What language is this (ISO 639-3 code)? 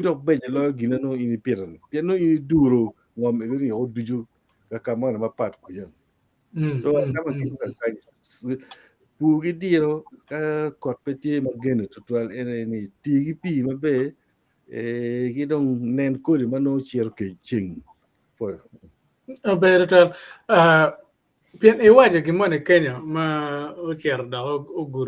ach